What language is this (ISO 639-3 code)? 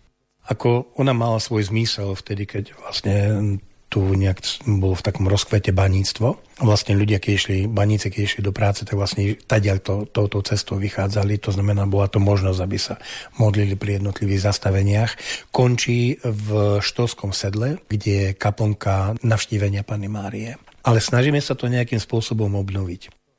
slk